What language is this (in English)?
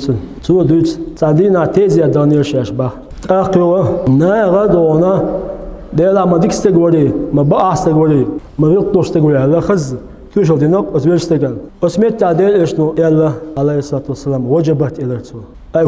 Chechen